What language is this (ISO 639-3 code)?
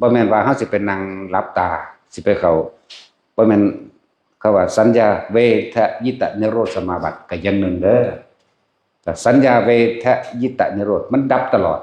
tts